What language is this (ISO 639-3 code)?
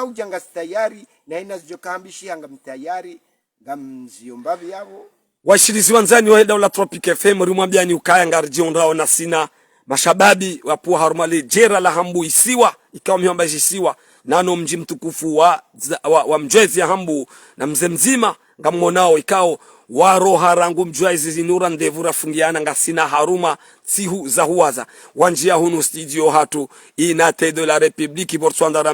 zdj